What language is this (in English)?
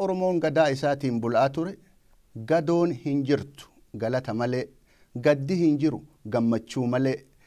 Oromo